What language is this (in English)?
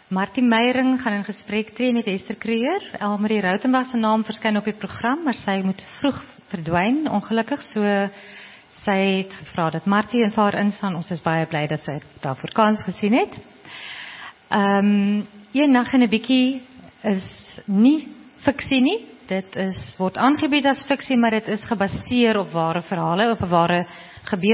Afrikaans